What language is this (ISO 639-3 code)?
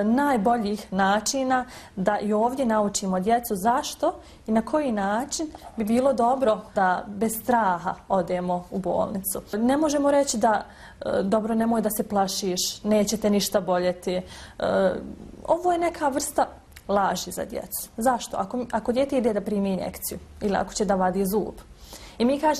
bos